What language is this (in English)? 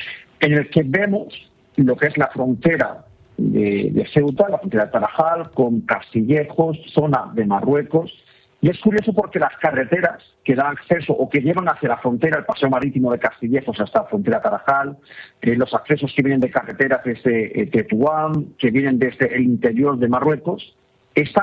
Spanish